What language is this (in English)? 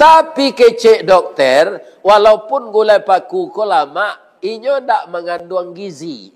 Minangkabau